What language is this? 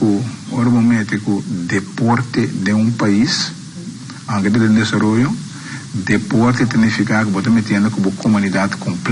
Papiamento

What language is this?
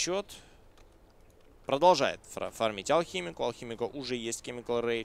Russian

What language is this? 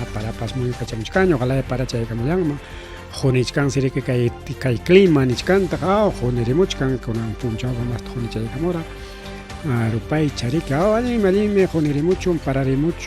Ayacucho Quechua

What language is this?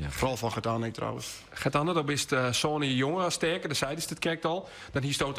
Western Frisian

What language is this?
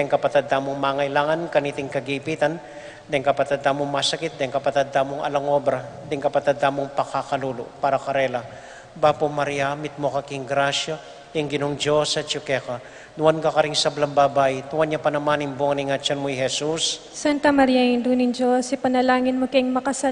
Pampanga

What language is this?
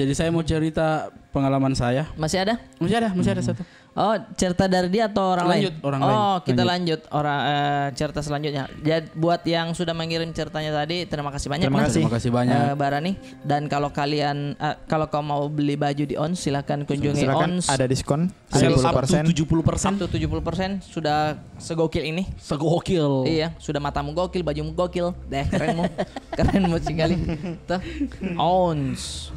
Makassar Malay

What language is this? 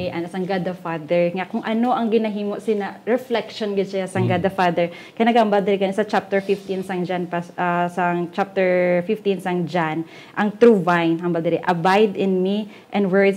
Hiligaynon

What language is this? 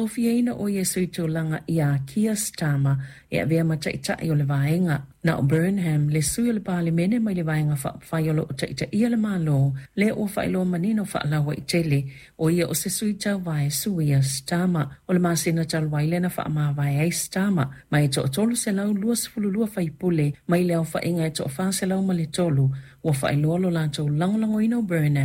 Samoan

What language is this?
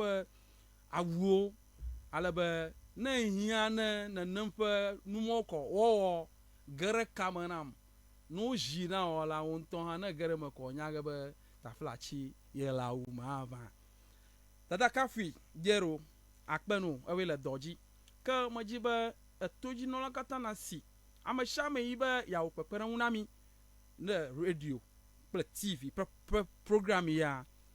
Ewe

